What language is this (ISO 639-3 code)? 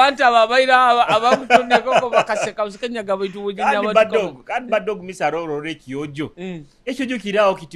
nyo